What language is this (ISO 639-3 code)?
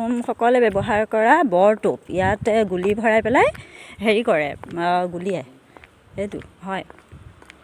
asm